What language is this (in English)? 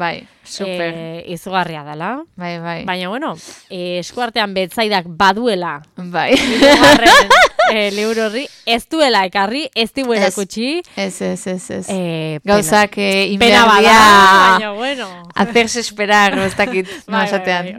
Basque